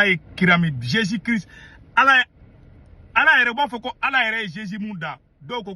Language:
Bambara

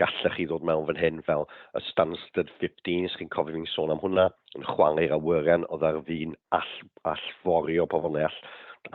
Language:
Welsh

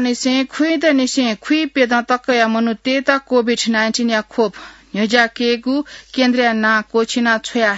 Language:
Newari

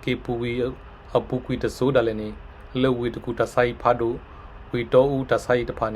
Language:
S'gaw Karen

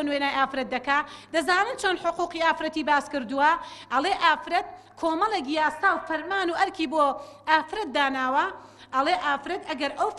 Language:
Central Kurdish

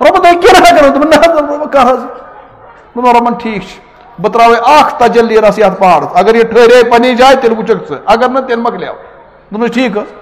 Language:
Kashmiri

